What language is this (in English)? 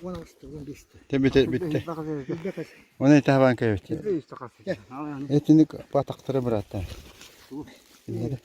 Yakut